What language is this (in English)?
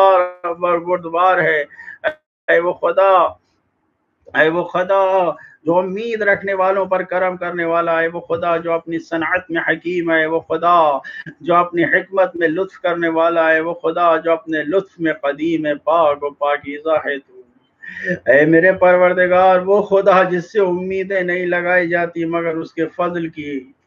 Urdu